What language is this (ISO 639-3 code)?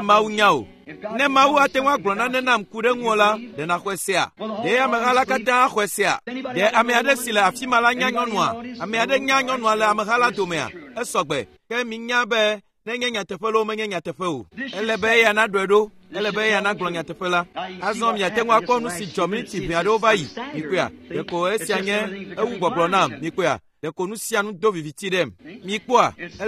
ewe